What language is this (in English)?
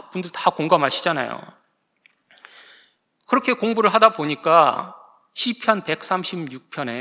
Korean